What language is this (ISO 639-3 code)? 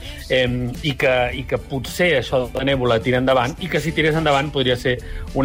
cat